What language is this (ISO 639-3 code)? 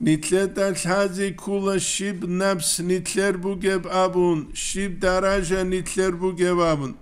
ava